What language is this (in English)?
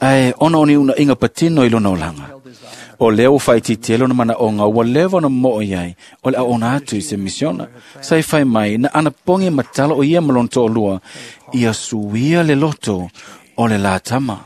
Samoan